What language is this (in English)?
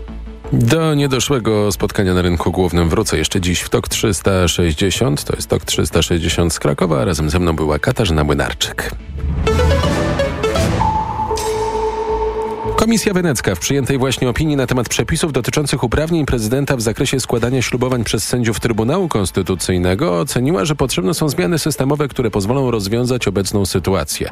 Polish